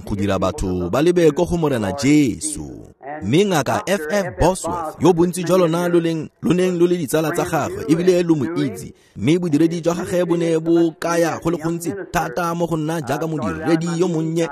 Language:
Tswana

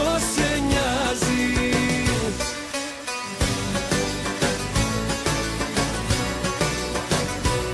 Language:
Greek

